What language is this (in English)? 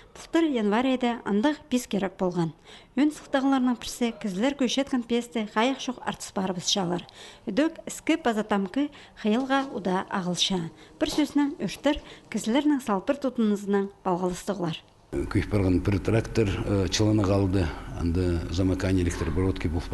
Khakas